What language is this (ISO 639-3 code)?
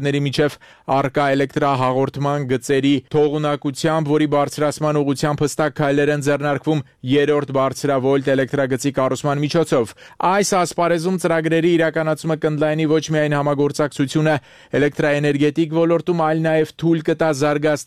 hye